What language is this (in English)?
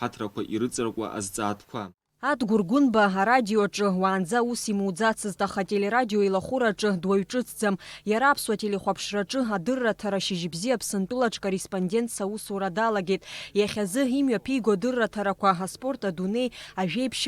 Abkhazian